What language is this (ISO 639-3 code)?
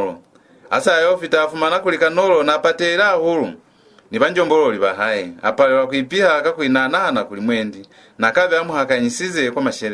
loz